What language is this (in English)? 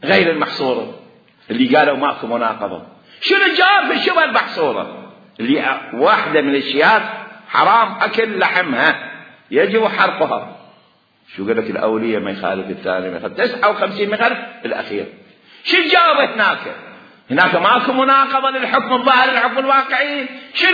Mesopotamian Arabic